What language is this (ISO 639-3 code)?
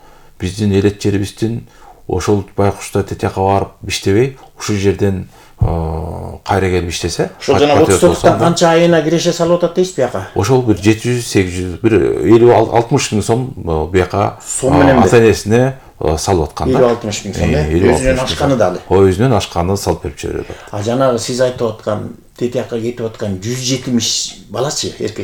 kir